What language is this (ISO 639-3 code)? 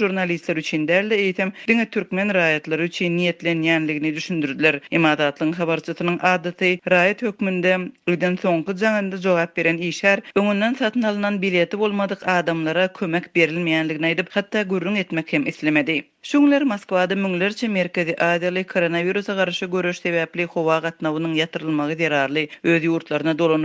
tuk